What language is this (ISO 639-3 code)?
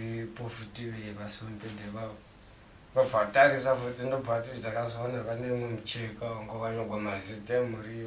sna